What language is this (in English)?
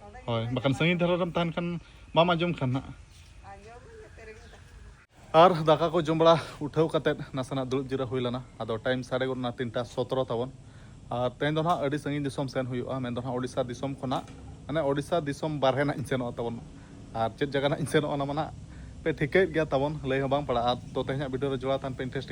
Santali